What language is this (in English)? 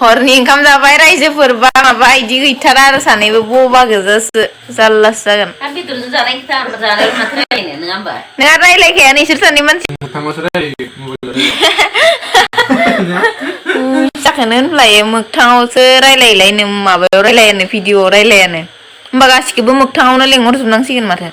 Bodo